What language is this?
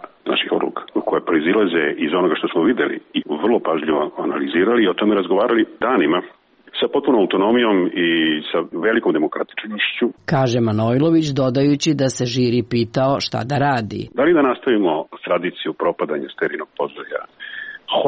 Serbian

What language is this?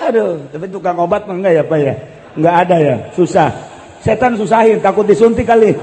Sundanese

